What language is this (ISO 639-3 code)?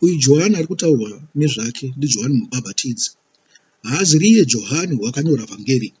sna